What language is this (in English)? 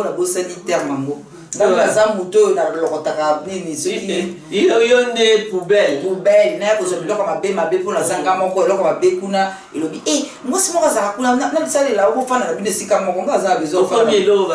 Lingala